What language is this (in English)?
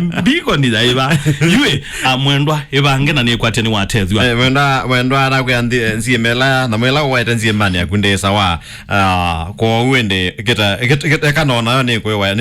Kamba